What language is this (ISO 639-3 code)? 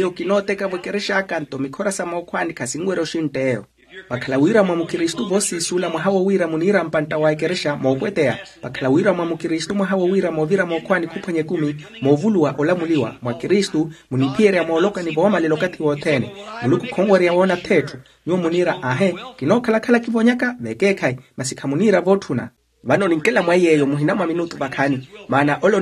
vmw